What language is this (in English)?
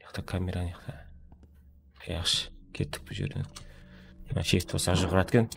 Kara-Kalpak